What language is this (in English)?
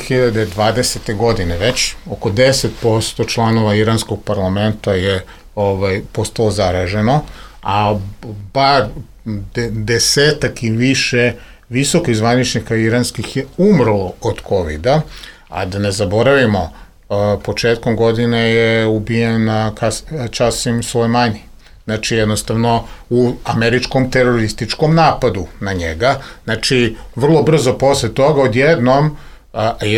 Serbian